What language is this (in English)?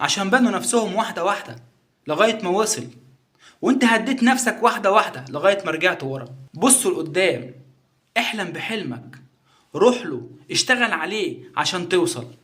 Egyptian Arabic